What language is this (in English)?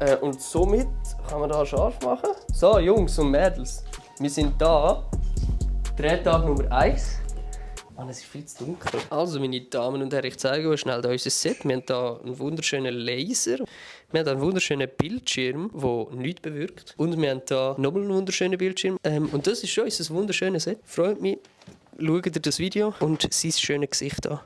Swiss German